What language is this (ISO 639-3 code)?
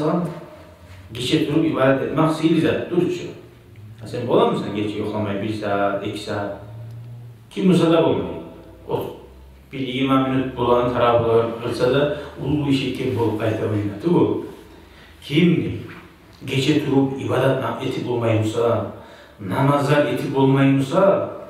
kum